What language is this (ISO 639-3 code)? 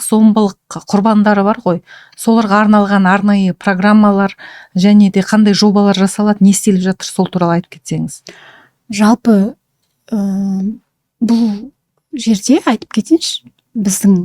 kaz